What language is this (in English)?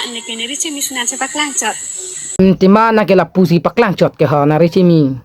Karbi